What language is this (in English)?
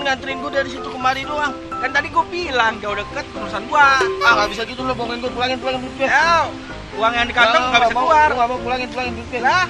Betawi